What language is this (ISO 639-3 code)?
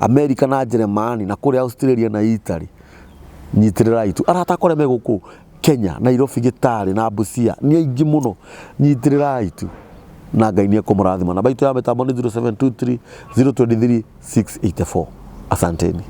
kik